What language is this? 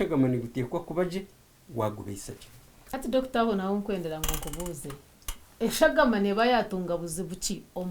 Nyankole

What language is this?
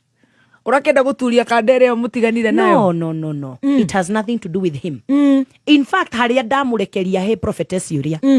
Kikuyu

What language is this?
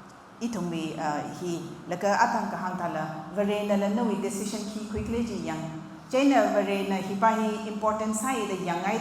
Tangkhul Naga (India)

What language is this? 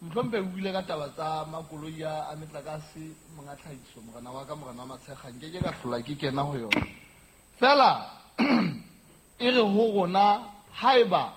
Southern Sotho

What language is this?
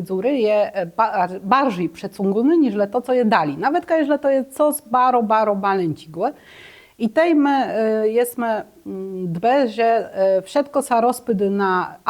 Kashubian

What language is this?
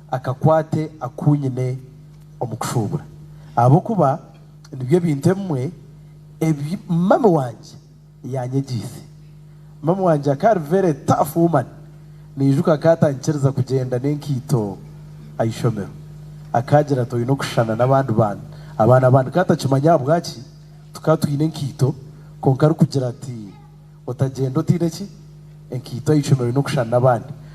Nyankole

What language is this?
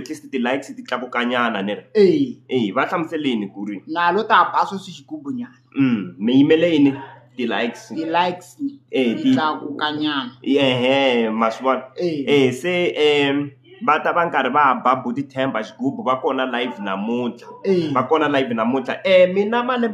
Tsonga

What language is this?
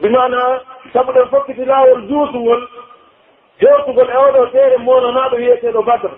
Pular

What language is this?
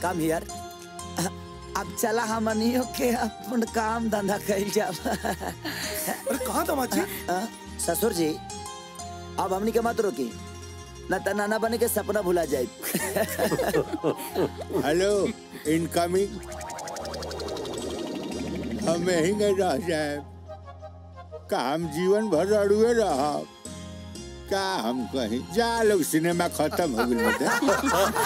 Bhojpuri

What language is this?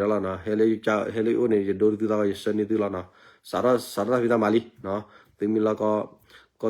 S'gaw Karen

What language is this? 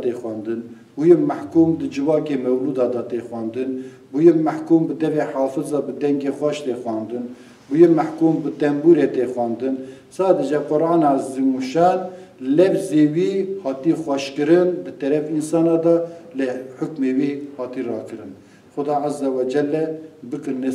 Kurdish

